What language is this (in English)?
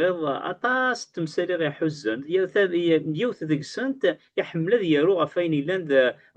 Kabyle